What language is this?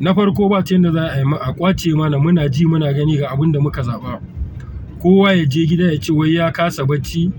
Hausa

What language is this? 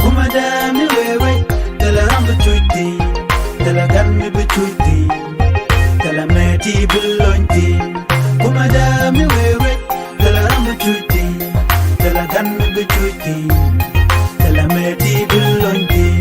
Nuer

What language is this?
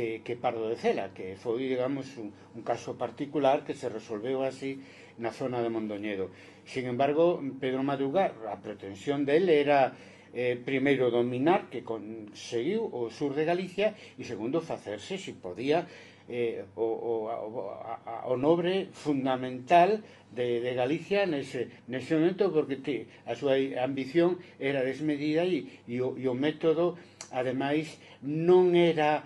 Galician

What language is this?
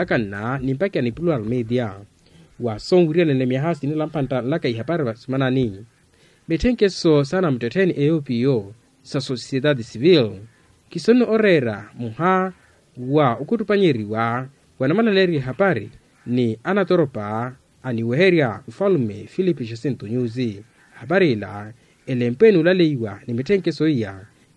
Makhuwa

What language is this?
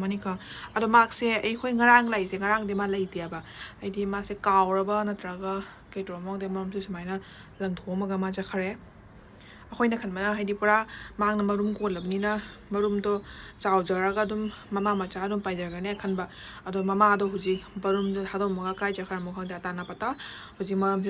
Manipuri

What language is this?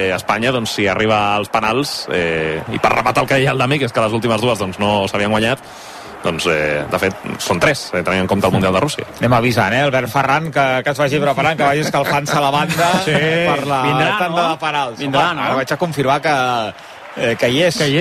Catalan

